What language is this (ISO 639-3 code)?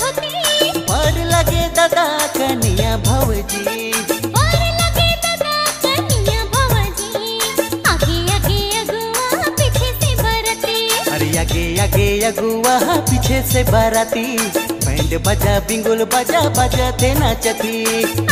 sck